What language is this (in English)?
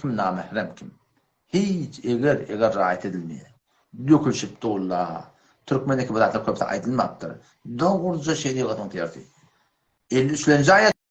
Turkmen